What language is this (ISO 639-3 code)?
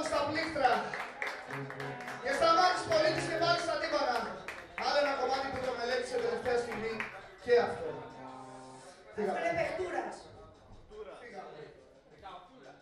ell